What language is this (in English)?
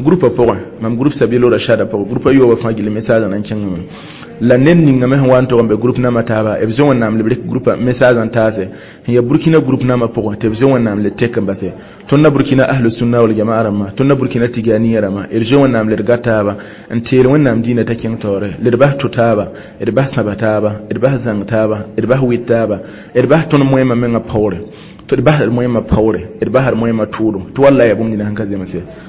Mossi